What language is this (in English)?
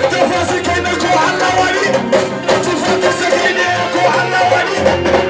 Fula